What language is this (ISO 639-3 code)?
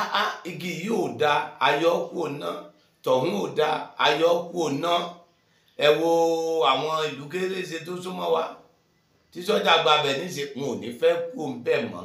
yor